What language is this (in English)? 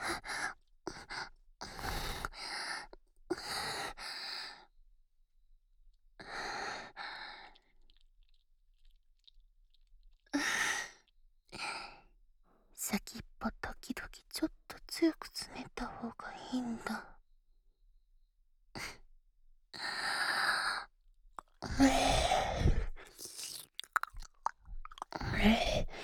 Japanese